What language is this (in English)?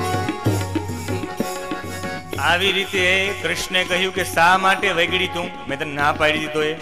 Gujarati